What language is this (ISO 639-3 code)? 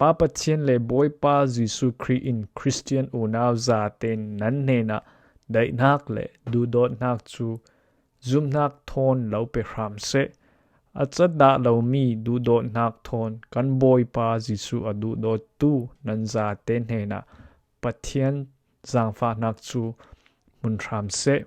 cfm